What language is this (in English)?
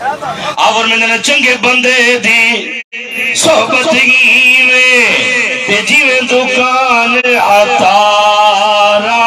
Saraiki